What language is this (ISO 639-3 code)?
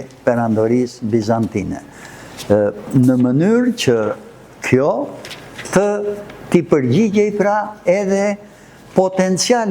sqi